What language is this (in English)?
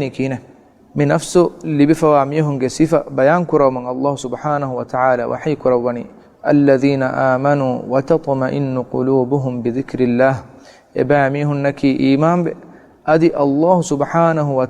Divehi